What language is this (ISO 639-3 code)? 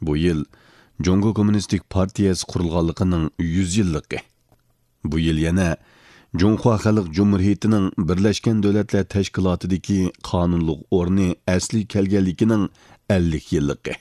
uig